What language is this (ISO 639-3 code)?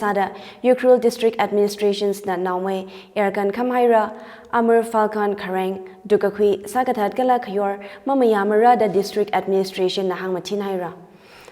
nmf